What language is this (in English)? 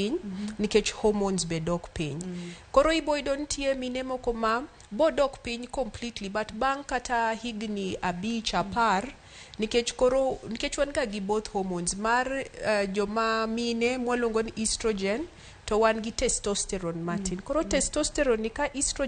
Luo (Kenya and Tanzania)